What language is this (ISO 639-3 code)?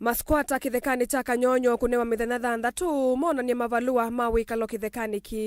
kam